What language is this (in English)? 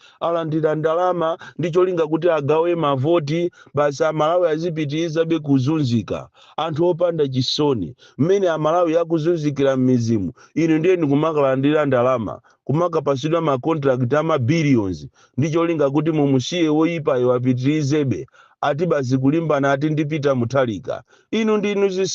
Nyanja